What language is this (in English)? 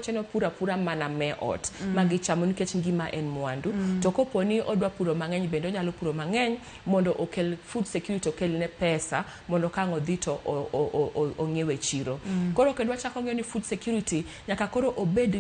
Luo (Kenya and Tanzania)